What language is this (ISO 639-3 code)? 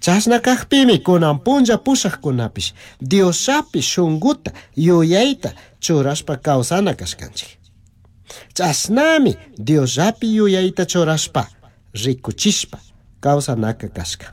qug